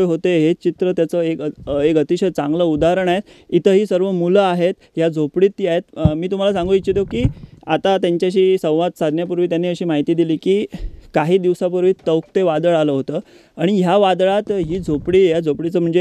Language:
Marathi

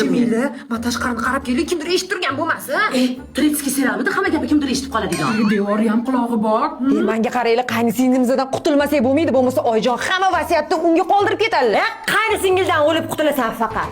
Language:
Uzbek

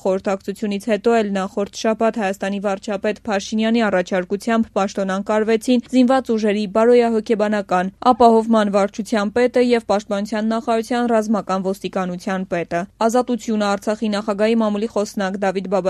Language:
Armenian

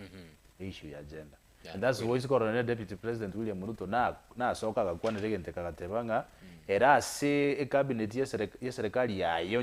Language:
Gusii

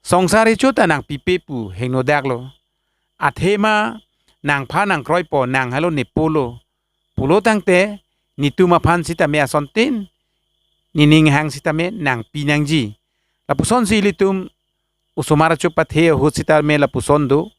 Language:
Karbi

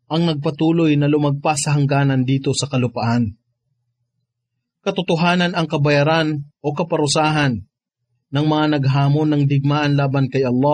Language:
Filipino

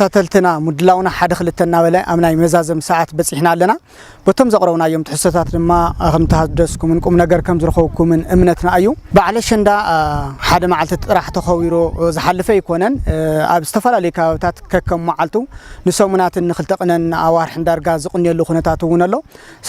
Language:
Tigrinya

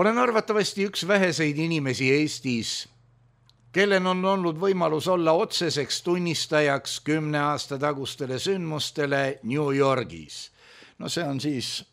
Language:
Estonian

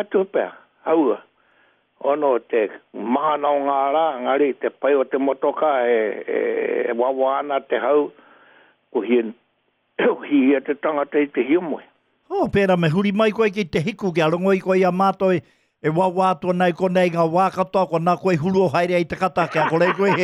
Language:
Māori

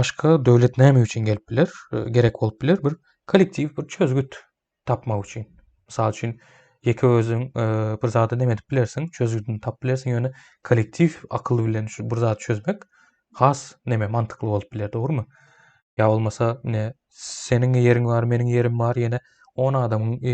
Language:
Turkmen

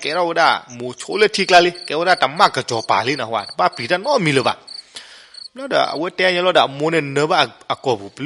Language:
S'gaw Karen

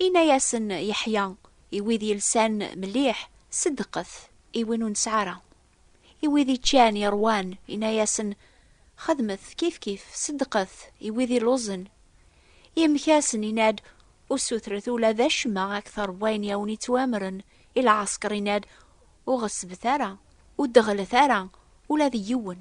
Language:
Kabyle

